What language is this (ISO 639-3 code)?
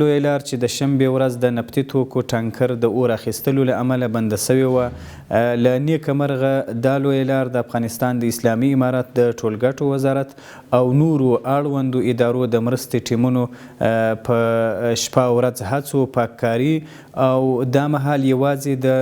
pus